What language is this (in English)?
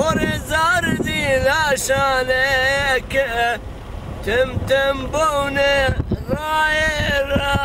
Zaza